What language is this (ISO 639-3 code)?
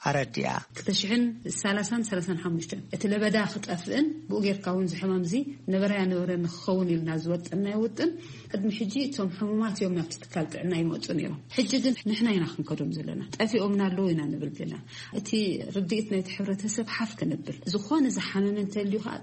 tir